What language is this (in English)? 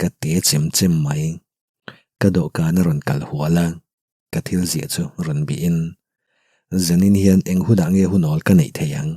Mizo